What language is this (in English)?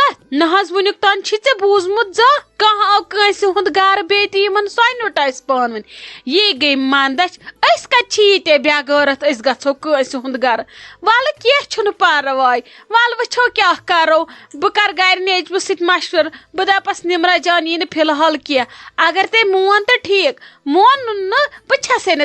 Kashmiri